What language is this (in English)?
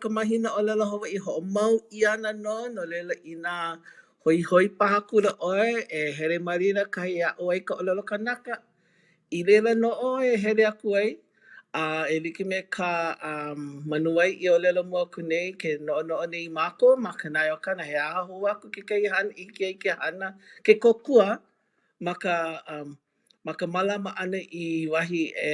Hawaiian